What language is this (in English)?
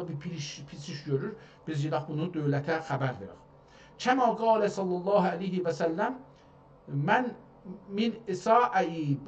South Azerbaijani